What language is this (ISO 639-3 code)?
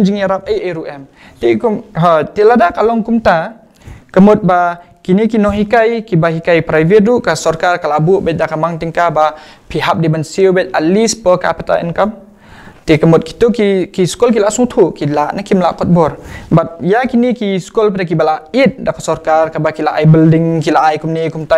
kha